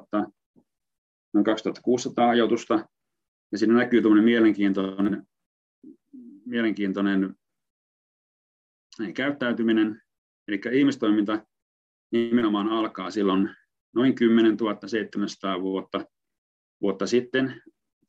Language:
Finnish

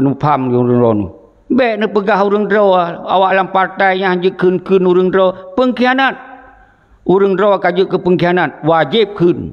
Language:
Achinese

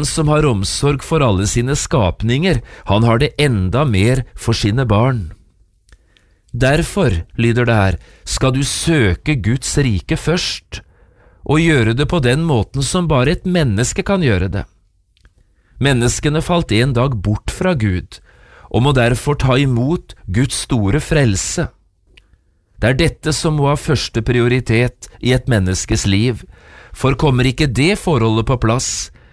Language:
Norwegian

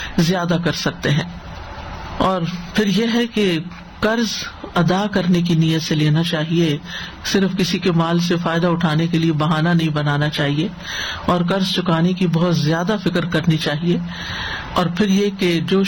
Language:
Urdu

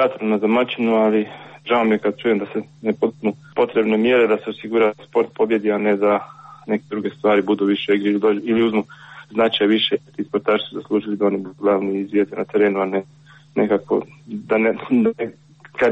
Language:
Croatian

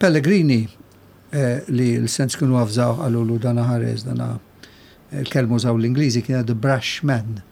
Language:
Maltese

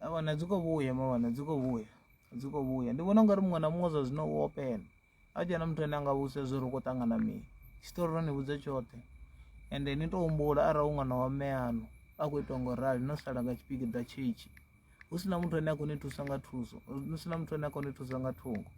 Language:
Venda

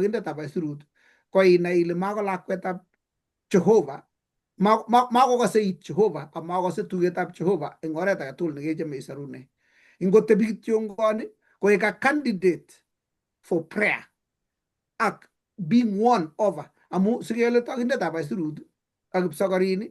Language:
Kalenjin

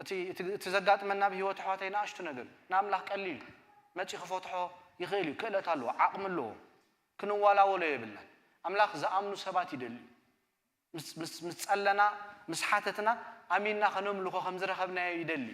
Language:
Tigrinya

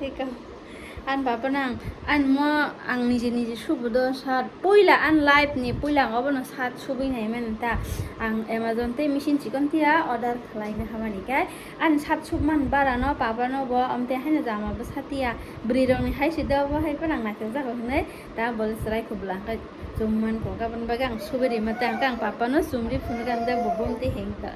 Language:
Kok Borok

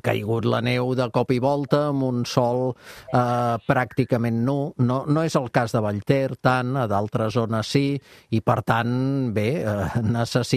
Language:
Catalan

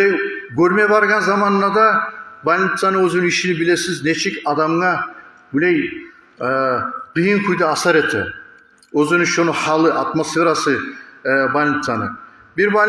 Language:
Kumyk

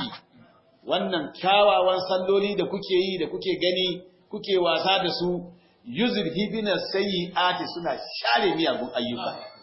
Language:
Hausa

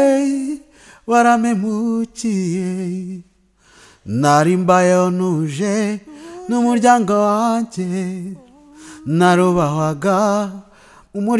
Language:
Kinyarwanda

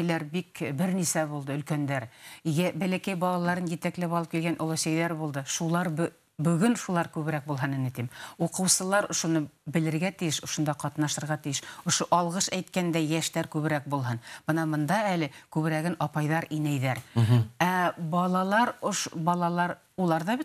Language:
Bashkir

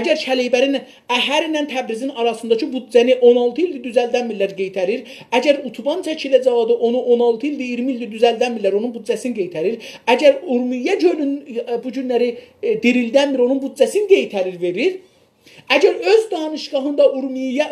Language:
South Azerbaijani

